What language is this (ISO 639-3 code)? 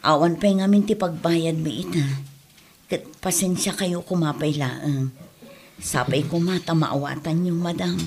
ilo